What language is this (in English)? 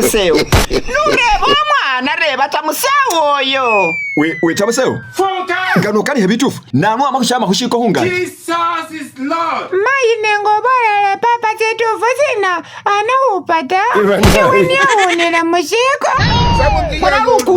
Masaaba